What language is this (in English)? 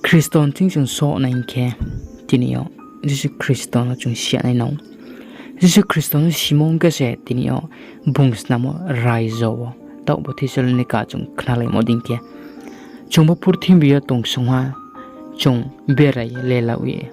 Riang (India)